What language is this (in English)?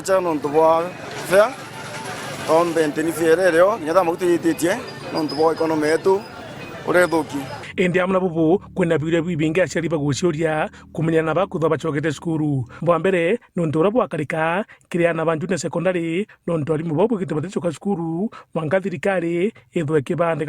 Meru